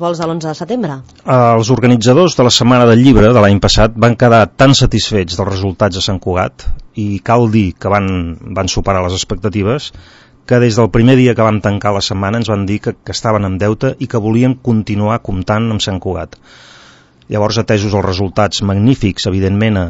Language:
Catalan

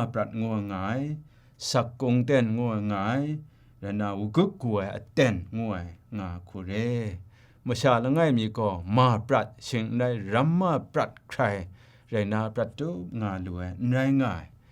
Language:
Kachin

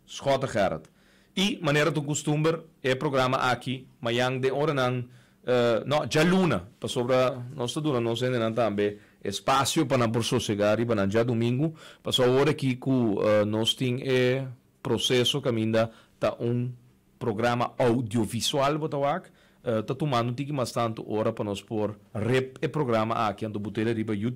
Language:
Papiamento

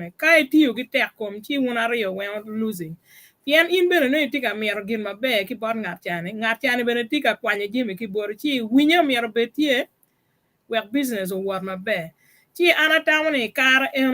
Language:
Acoli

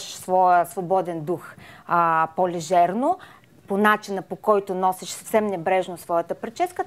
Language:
Bulgarian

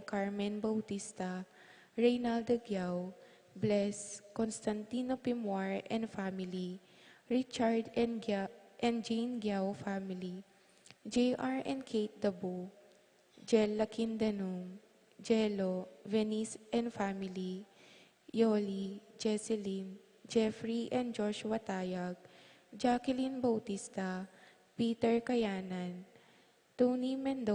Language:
Pampanga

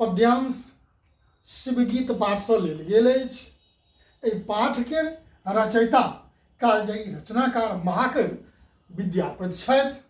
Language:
Maithili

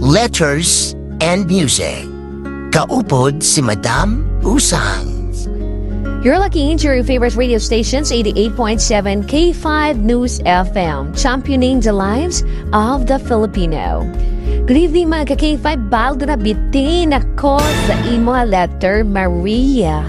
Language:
Hiligaynon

